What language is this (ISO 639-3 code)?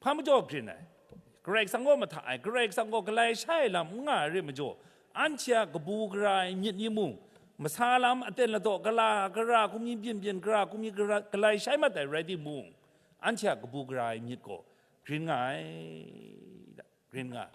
kac